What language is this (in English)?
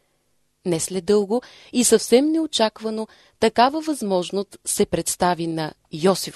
Bulgarian